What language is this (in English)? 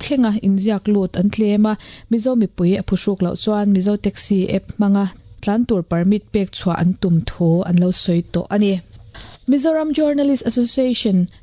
Mizo